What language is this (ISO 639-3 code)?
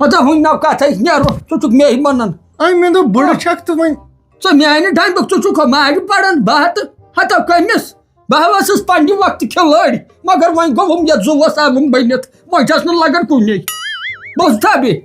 kas